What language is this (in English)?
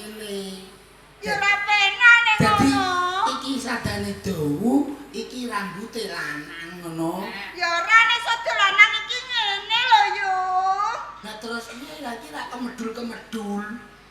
Javanese